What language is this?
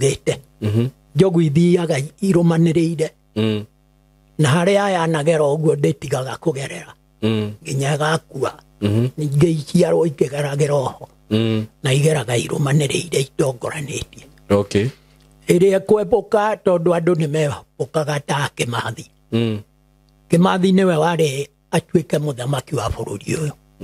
Kikuyu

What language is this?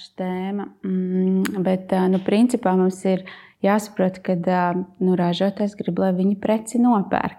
Latvian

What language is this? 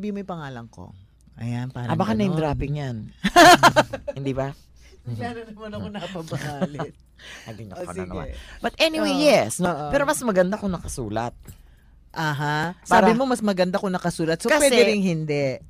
Filipino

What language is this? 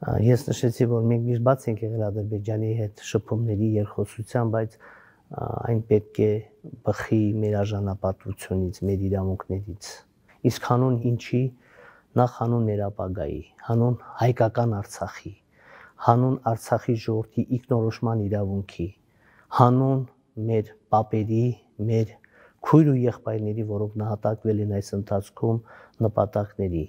Armenian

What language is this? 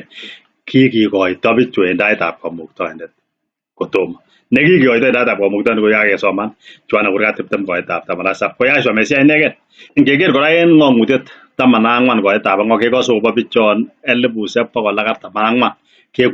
Kalenjin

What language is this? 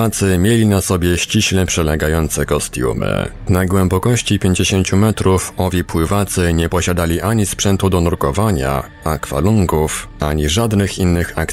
Polish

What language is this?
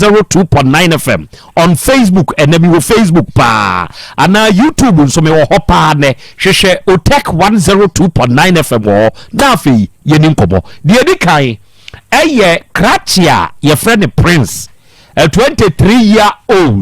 Akan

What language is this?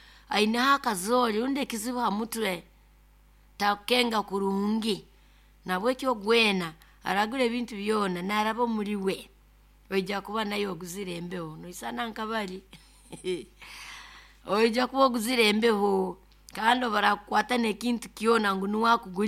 Nyoro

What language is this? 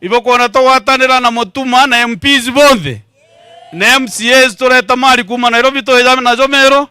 Meru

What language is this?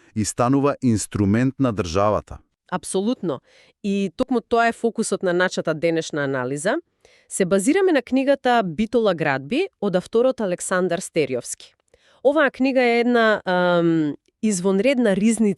Macedonian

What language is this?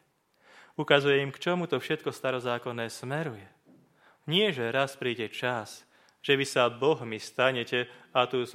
Slovak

